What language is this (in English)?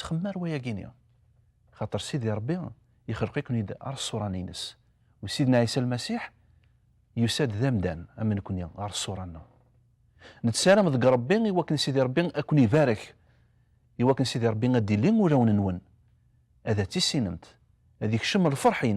Kabyle